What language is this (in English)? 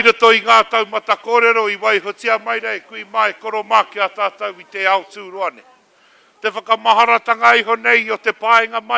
Māori